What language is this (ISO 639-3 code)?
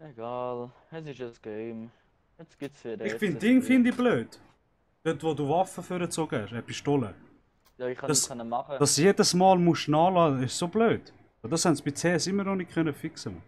gsw